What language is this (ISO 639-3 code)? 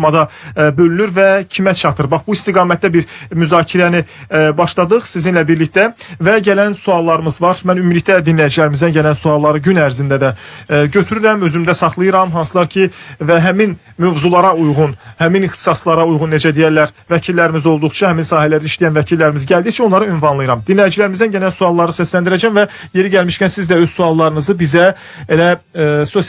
aze